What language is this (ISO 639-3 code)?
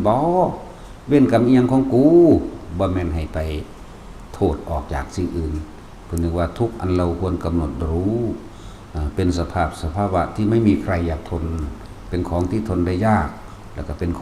tts